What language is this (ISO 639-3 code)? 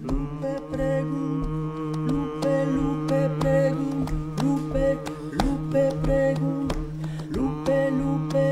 oci